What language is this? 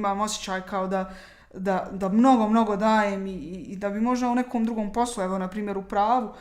Bosnian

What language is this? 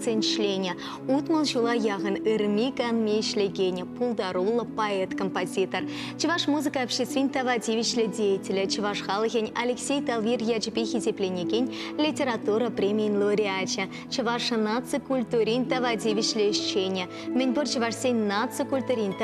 Chuvash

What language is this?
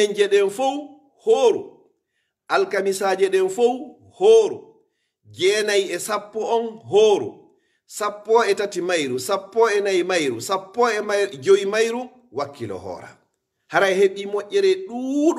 Fula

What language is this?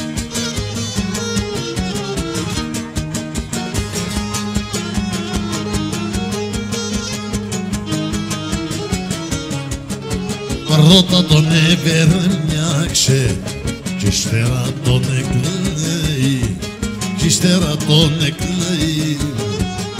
Greek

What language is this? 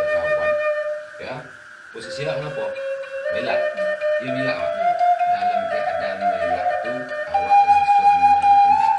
Minangkabau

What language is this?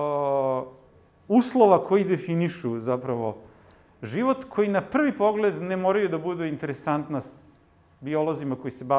Serbian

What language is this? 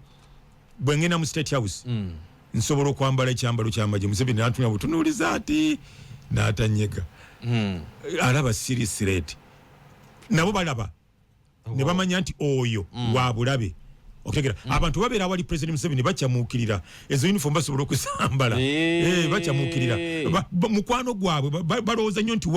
Ganda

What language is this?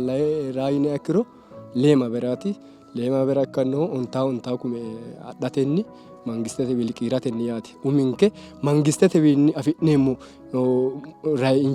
Sidamo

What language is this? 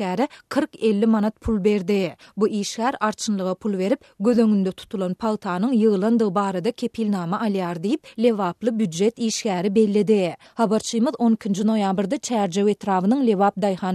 Turkmen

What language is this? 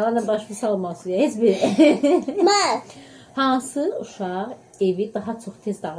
Azerbaijani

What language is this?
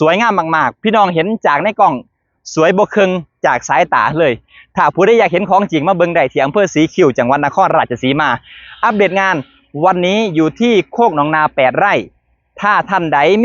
Northeastern Thai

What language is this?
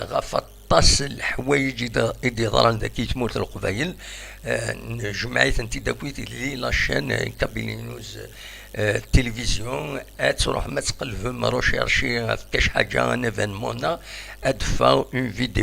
Kabyle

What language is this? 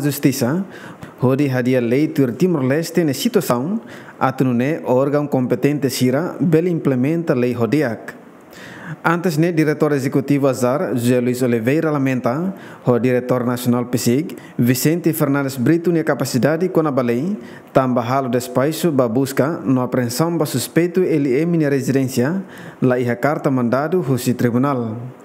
Tetum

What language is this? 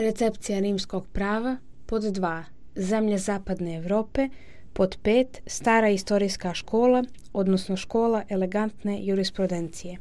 Serbian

